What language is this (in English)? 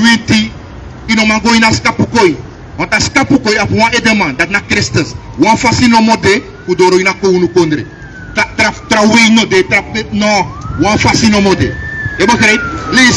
Sranan Tongo